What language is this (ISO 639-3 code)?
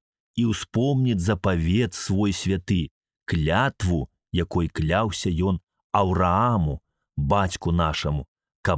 bel